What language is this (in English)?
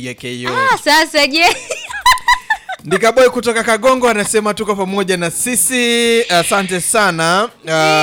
Swahili